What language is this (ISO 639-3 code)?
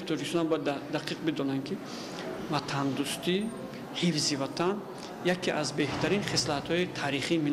tgk